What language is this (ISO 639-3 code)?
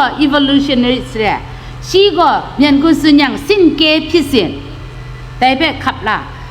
kac